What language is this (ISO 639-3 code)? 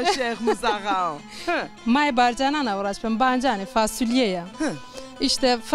zza